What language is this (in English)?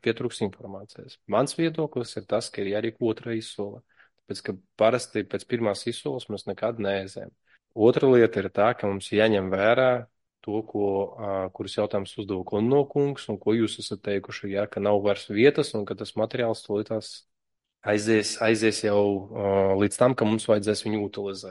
Latvian